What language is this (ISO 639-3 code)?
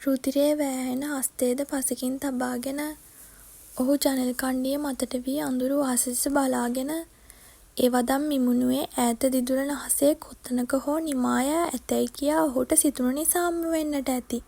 sin